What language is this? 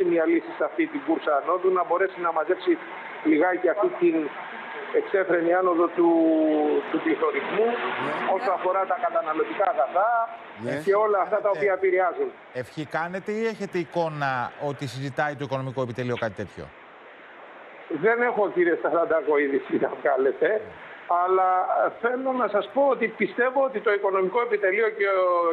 Greek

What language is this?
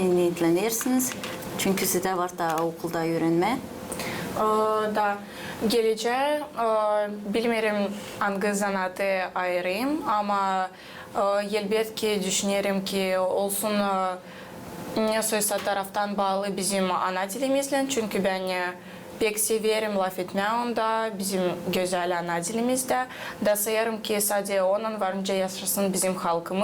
Gagauz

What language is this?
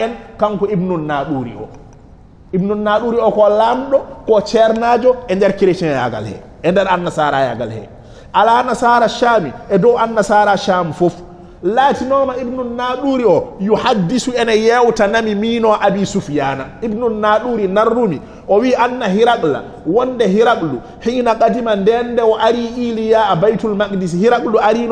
Fula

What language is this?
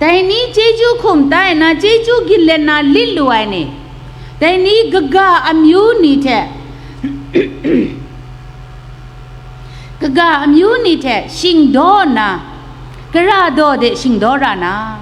Kachin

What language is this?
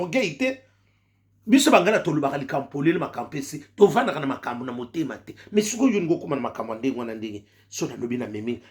Lingala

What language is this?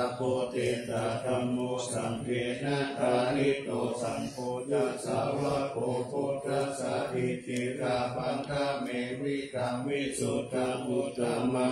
Pali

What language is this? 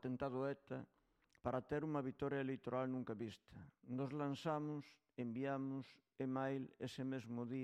Galician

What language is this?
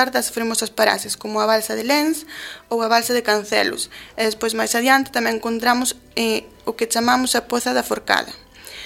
Galician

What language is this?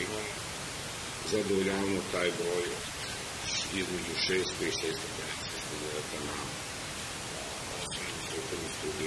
Serbian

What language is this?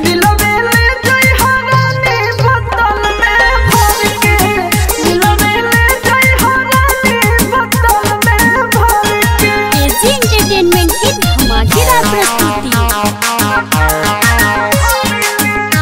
Bhojpuri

